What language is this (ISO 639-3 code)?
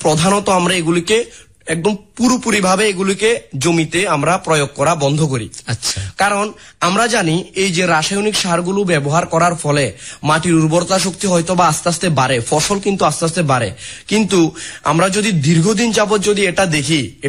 ben